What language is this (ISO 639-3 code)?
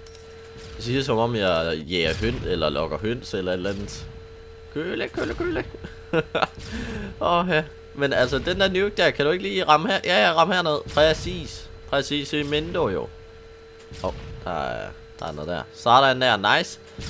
dan